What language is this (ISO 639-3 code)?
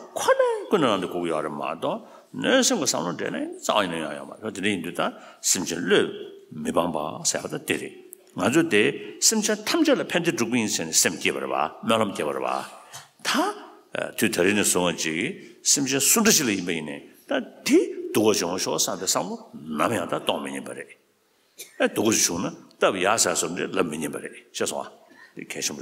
bod